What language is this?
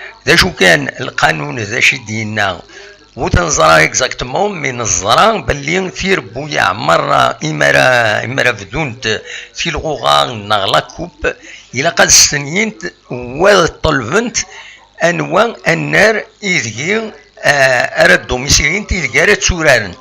Kabyle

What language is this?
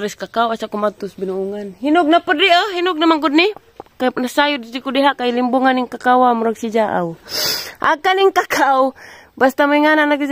Cebuano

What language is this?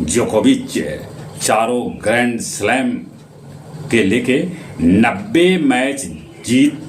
Magahi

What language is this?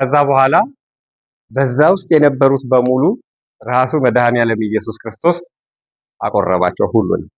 Amharic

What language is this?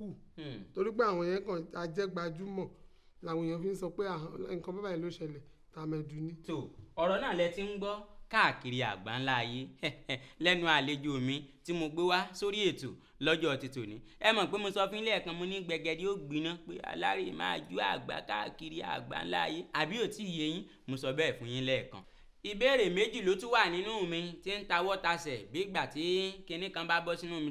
Yoruba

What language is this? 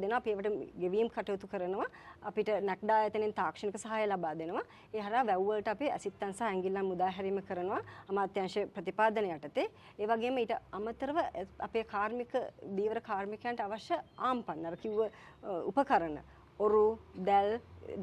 Sinhala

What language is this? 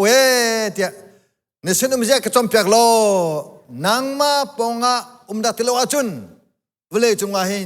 Hakha Chin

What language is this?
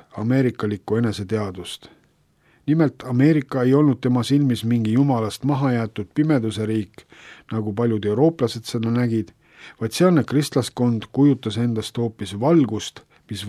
Estonian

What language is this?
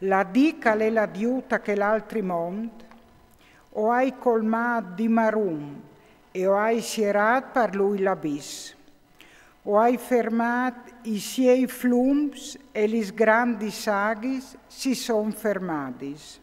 Friulian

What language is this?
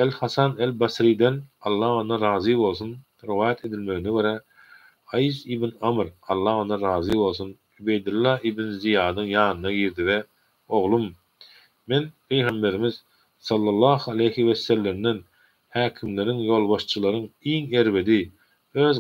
Turkmen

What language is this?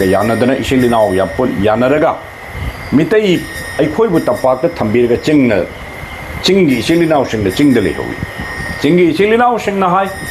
Manipuri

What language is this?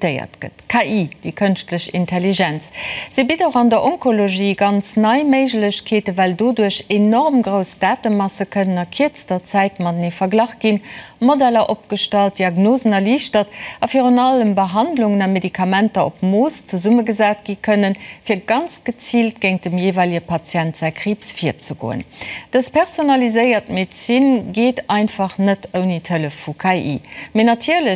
Luxembourgish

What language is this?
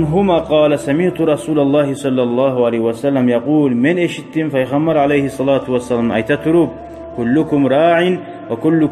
Kumyk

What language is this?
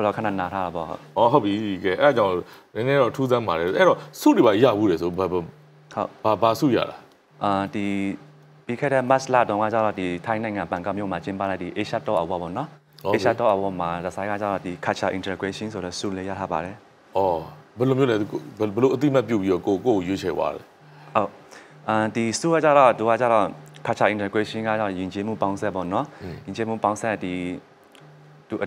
Burmese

